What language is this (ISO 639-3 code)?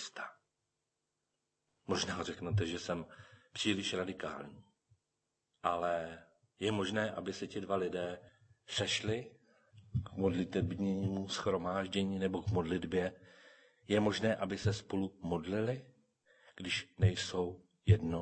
ces